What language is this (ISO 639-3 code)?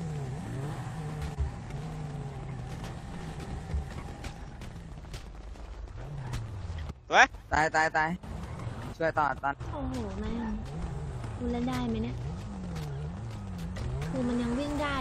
tha